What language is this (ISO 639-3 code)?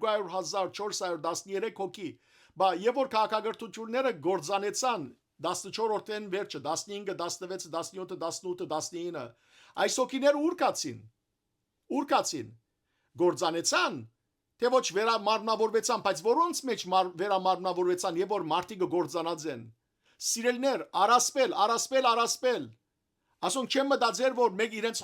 hyw